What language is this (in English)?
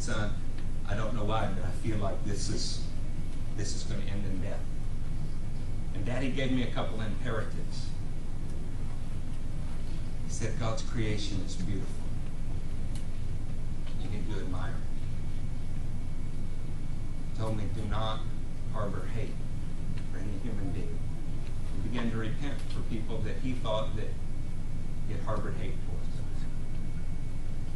English